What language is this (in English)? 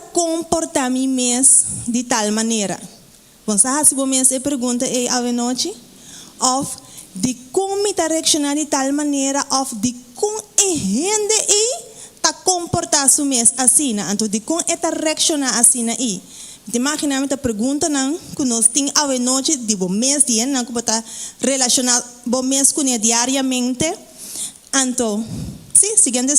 Papiamento